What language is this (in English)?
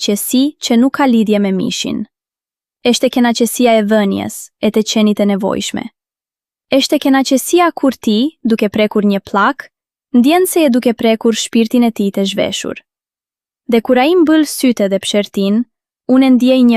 Albanian